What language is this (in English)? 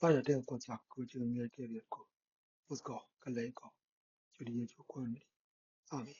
Nuer